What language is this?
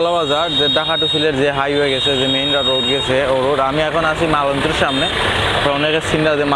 Sylheti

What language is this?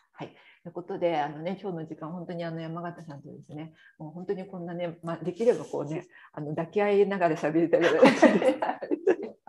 Japanese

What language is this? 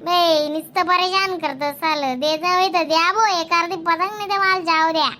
Khandesi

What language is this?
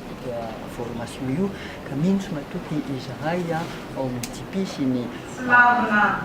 Malagasy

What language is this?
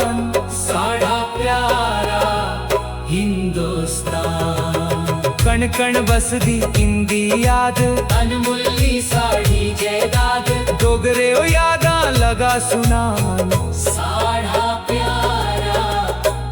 Dogri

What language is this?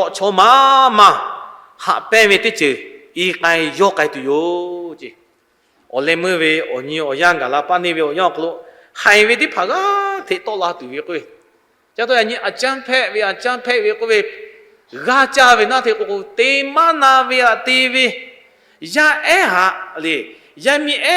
Lahu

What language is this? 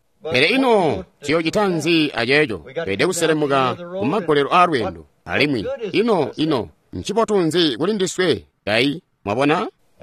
Tonga (Zambia)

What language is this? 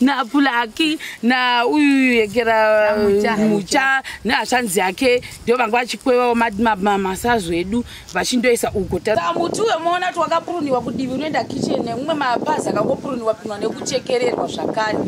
Shona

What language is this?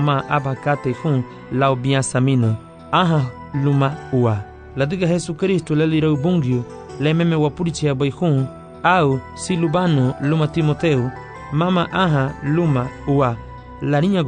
Garifuna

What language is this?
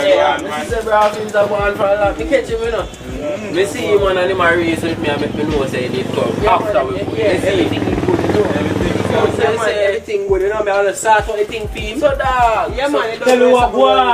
Jamaican Creole English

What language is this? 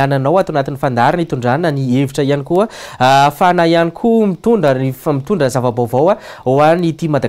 Malagasy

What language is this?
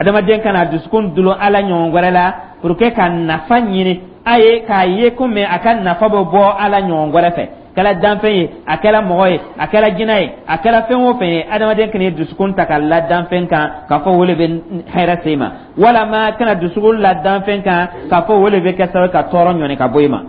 Dyula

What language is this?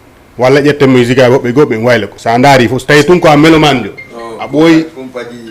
Fula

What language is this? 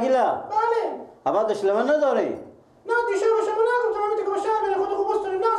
Persian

